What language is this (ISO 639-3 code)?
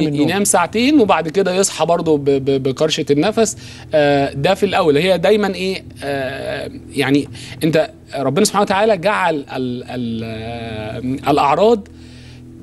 arz